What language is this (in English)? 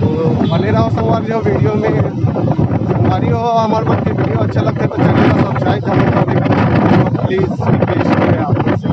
Chhattisgarhi